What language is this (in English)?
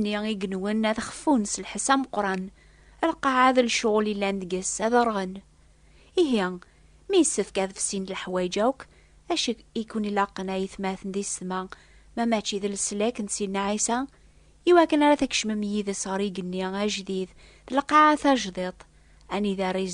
Kabyle